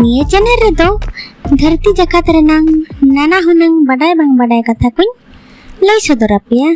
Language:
Santali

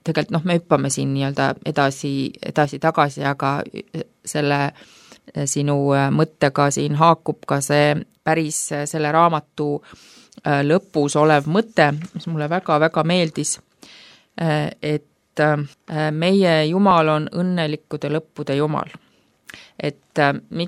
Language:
Estonian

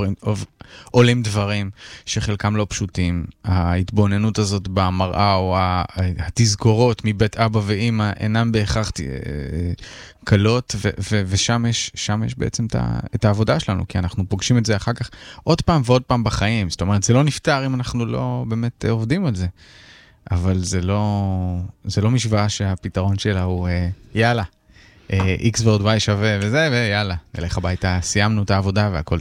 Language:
Hebrew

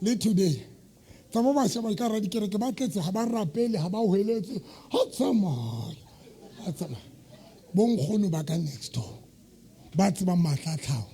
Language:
Southern Sotho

